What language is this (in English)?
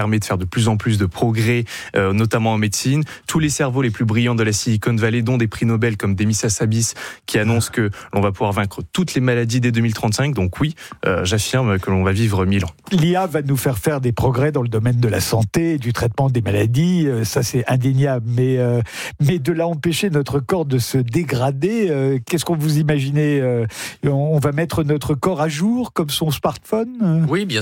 French